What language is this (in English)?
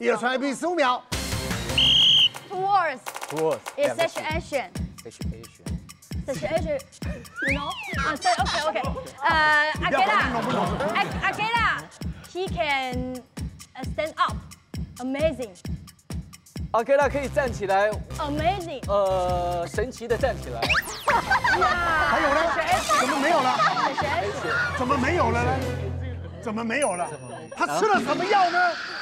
Chinese